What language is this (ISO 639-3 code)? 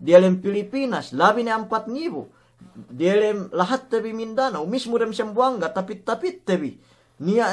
yka